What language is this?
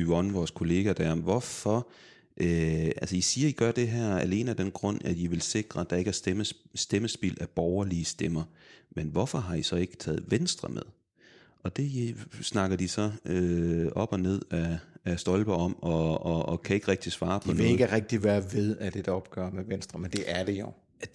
Danish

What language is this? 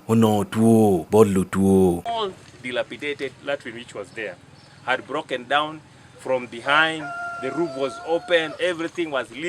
Acoli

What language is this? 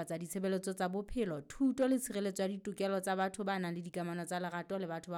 Southern Sotho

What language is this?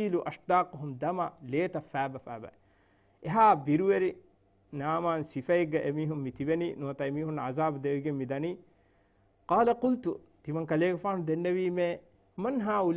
Divehi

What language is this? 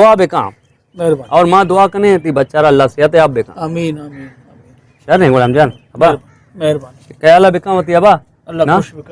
Baluchi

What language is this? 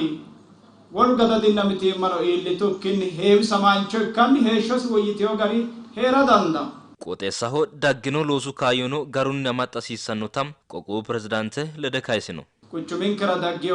Sidamo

